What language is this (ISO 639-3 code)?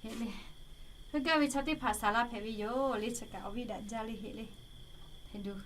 lhu